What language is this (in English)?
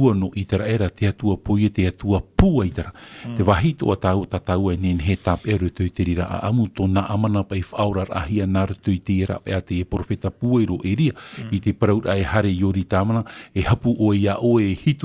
Tahitian